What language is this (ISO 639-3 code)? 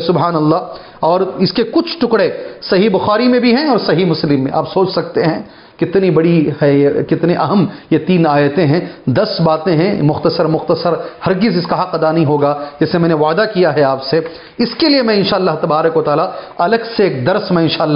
urd